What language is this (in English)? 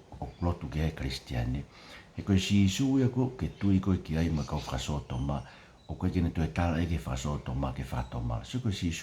Tongan